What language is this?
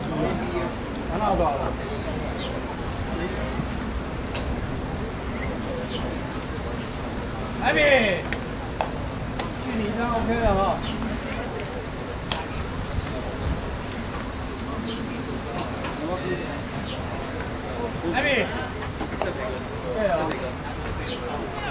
Chinese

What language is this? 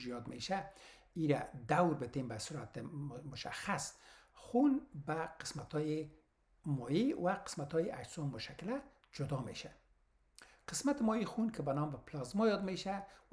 Persian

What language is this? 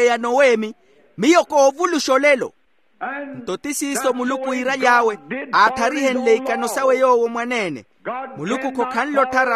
Makhuwa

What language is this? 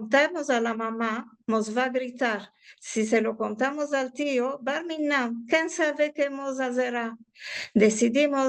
Ladino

